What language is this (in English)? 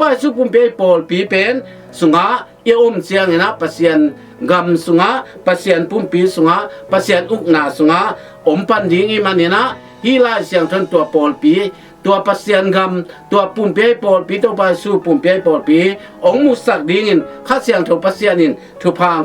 Tedim Chin